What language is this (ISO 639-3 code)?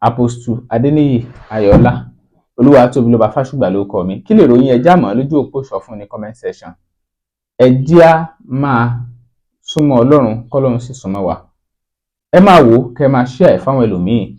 yor